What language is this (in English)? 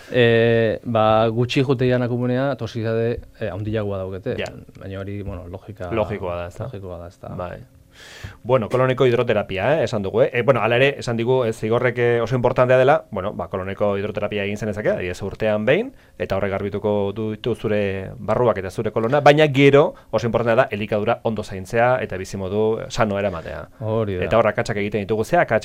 Basque